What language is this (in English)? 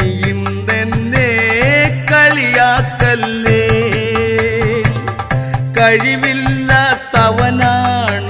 Malayalam